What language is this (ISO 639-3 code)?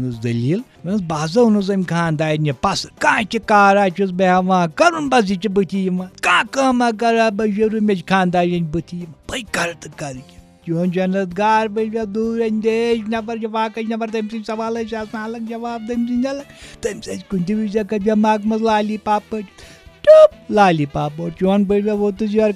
kas